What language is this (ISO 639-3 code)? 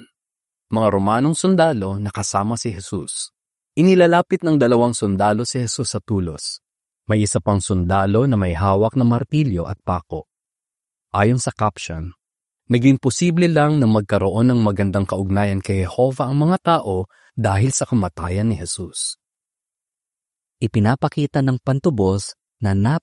fil